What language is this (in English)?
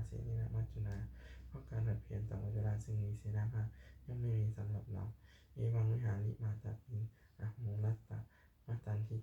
Pali